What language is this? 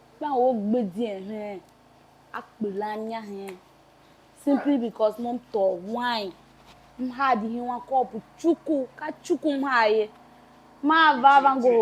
Tiv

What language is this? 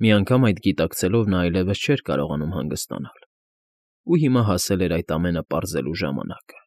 Armenian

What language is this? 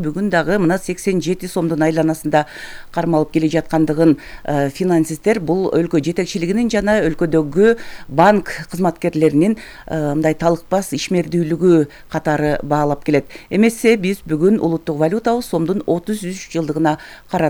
Kyrgyz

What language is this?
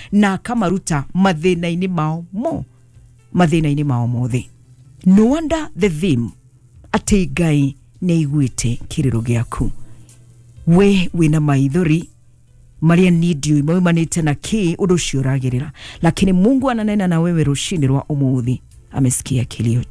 Kikuyu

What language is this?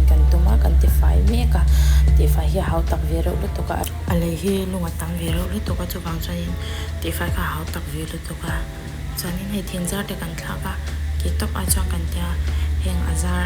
Mizo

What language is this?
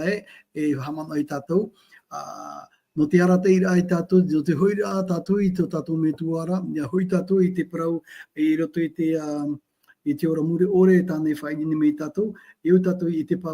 Tahitian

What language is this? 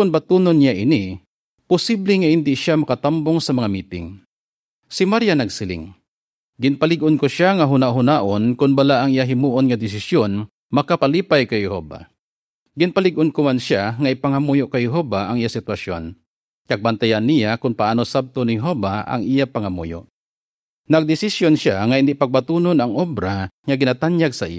Hiligaynon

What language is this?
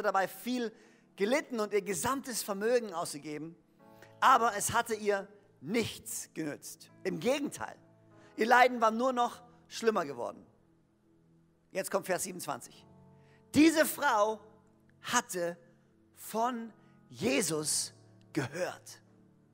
German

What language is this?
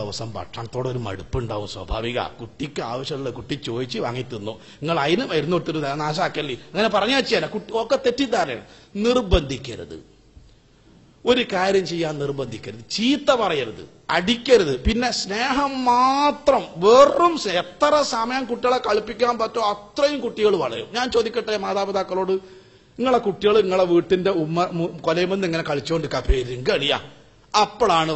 Malayalam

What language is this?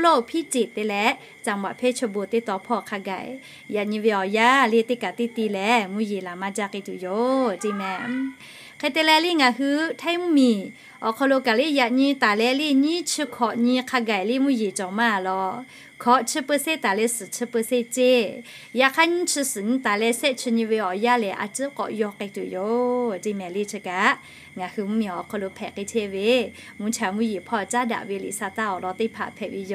Lahu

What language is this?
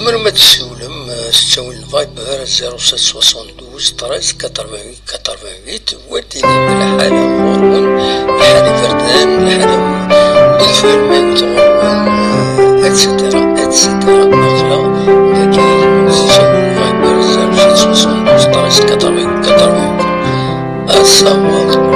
Kabyle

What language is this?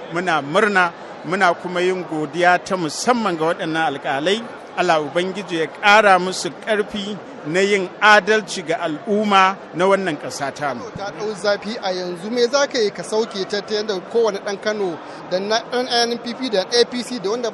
Hausa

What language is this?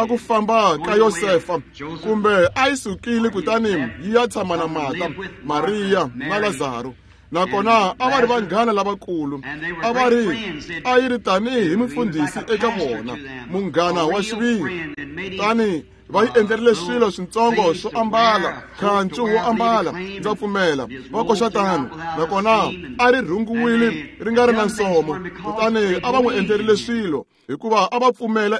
Tsonga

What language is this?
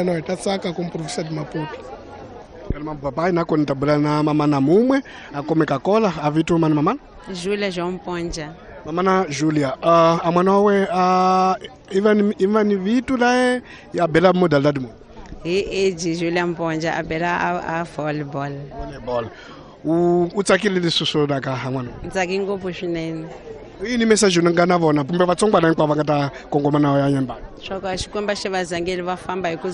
Tsonga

